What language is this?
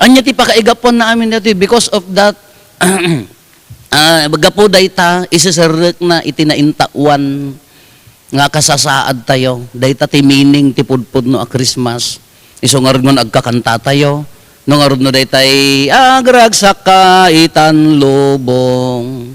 Iloko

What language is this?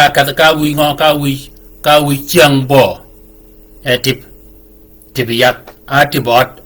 Shilluk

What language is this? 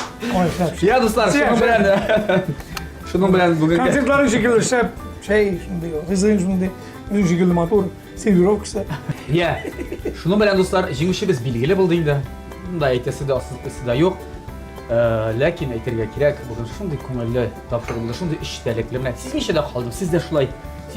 Tatar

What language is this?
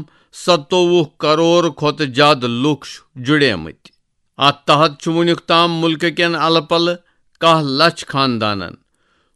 Kashmiri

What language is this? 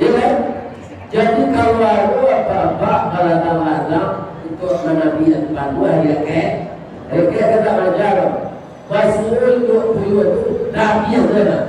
Minangkabau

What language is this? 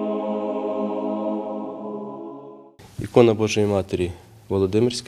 Ukrainian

